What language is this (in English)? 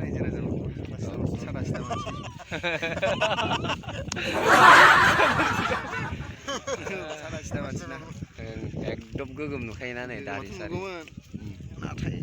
Bodo